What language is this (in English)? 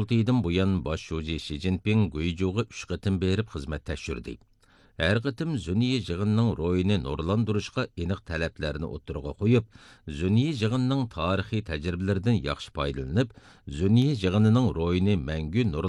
Uyghur